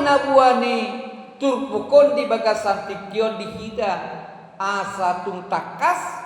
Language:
Batak Toba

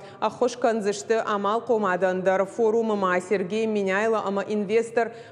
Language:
Ossetic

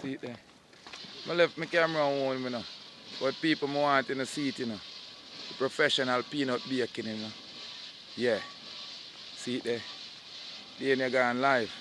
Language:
Jamaican Creole English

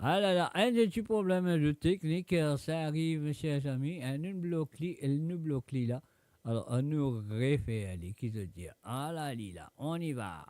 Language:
Morisyen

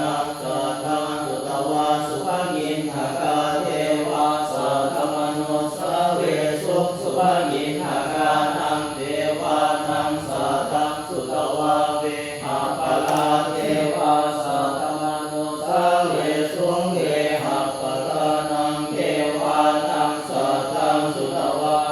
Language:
Pali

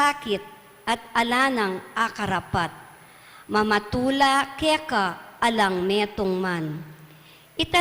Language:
Pampanga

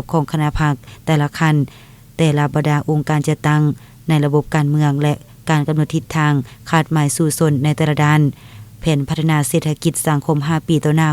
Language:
Lao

